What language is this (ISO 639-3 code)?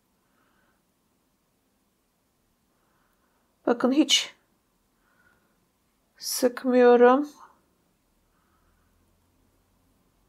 tur